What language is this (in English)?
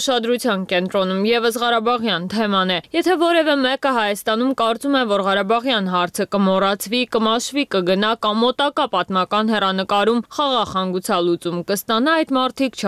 Armenian